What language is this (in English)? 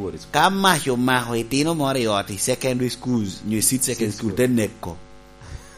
Lango (Uganda)